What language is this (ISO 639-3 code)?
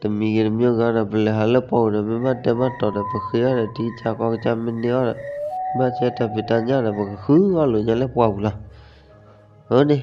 ksw